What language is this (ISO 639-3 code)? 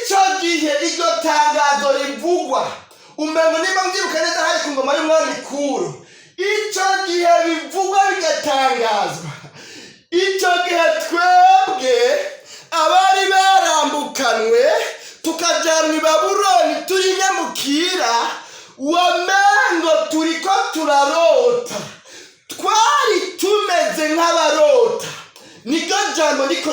run